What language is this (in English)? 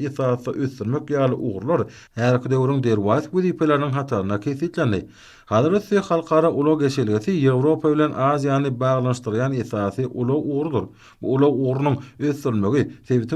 Turkmen